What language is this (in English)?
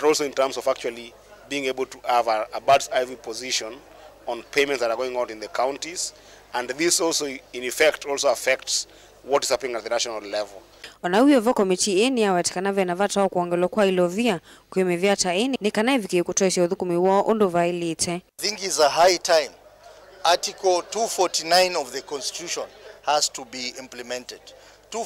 Kamba